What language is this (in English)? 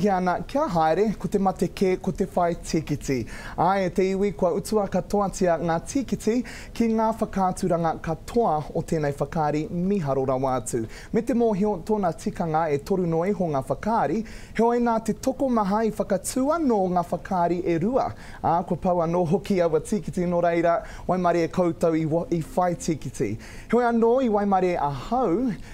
Māori